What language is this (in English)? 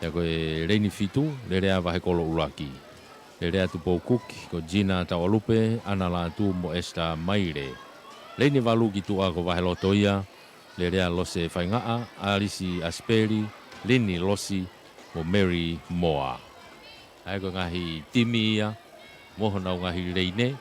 Tongan